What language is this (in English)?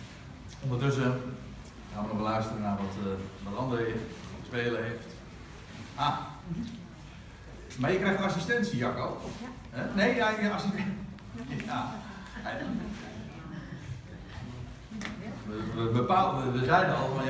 Dutch